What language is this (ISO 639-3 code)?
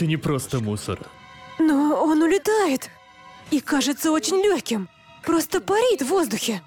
rus